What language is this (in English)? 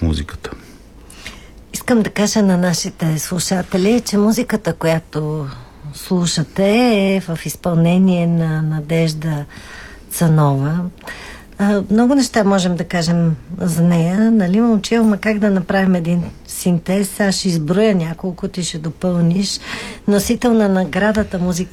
Bulgarian